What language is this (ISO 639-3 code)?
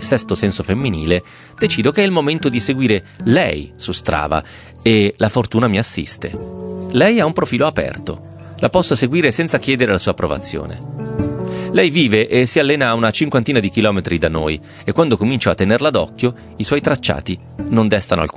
ita